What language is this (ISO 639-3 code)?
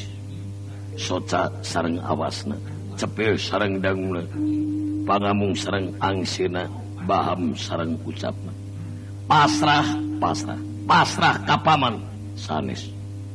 sun